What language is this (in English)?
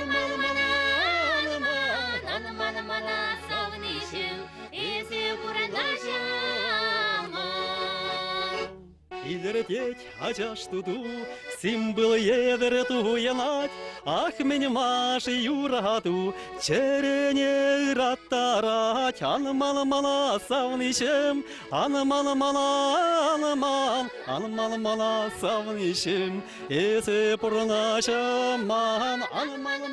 Chuvash